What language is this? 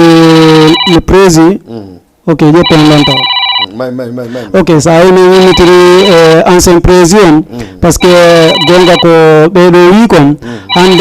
Fula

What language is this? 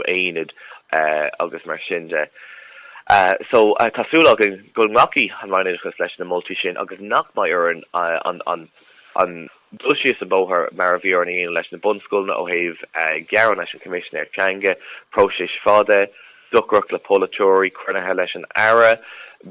Irish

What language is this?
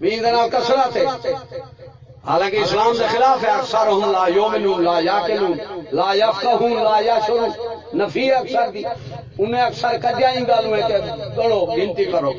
Saraiki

